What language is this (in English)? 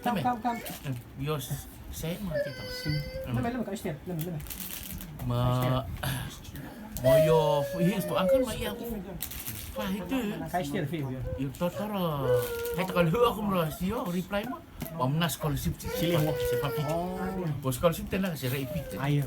Rotuman